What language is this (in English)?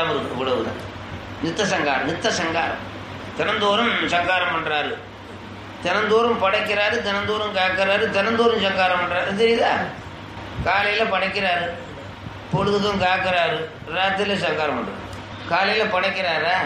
Tamil